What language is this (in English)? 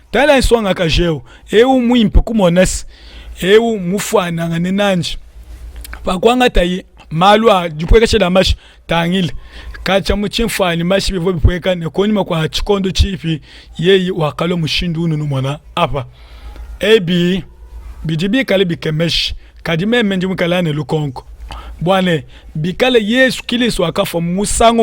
Luba-Lulua